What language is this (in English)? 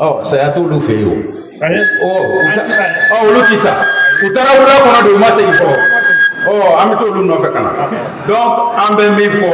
Bambara